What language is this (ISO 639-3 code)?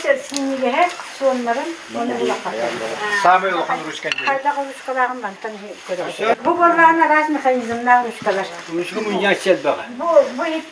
sah